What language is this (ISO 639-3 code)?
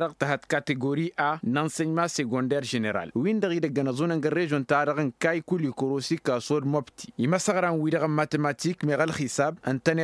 taq